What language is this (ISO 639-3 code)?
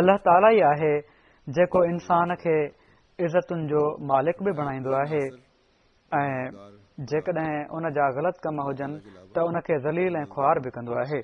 snd